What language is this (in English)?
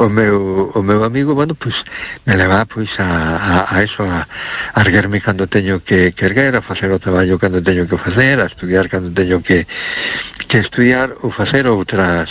Galician